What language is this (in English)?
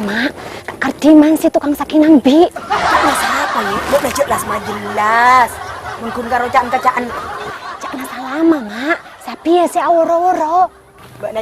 Madurese